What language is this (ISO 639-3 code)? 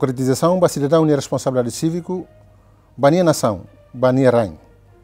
tet